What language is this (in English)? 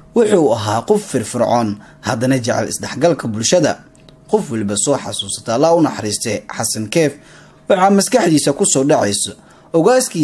Somali